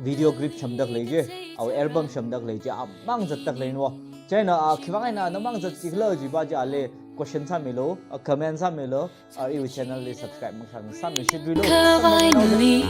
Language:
Tangkhul Naga (India)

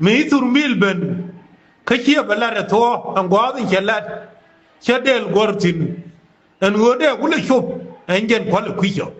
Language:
Nuer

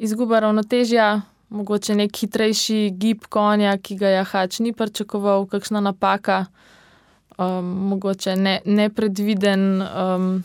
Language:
Slovenian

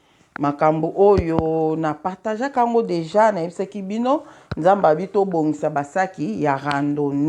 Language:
Lingala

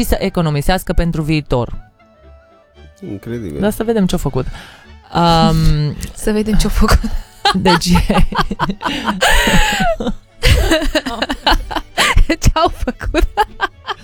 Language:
Romanian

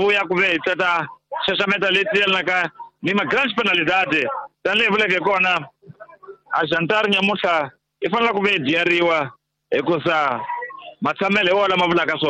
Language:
Tsonga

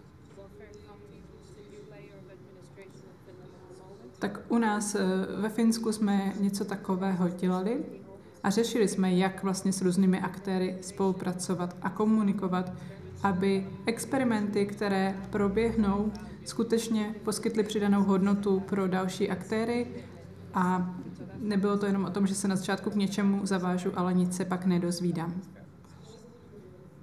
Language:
Czech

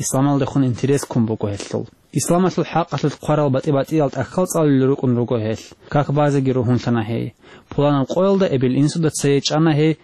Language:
Avaric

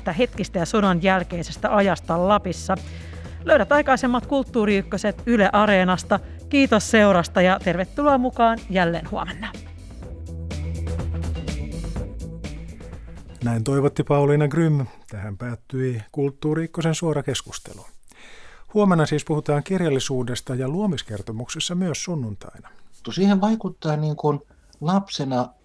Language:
Finnish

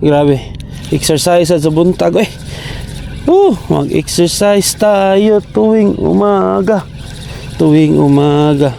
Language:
Cebuano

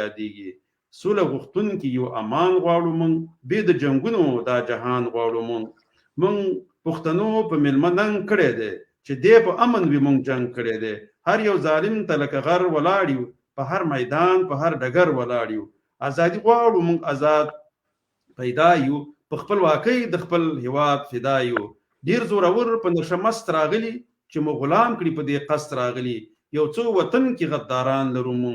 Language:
Pashto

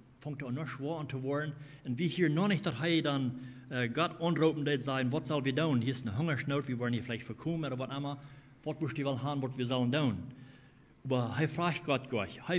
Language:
Plautdietsch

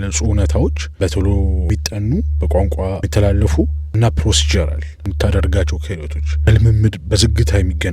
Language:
Amharic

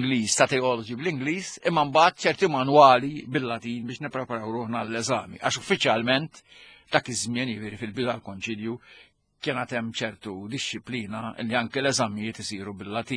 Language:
Maltese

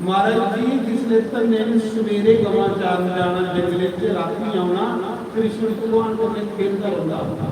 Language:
Dogri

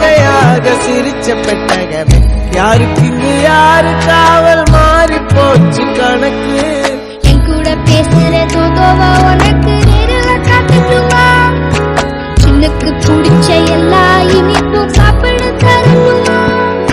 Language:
Tamil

